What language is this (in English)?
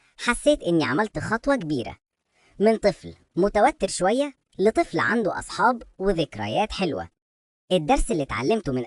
Egyptian Arabic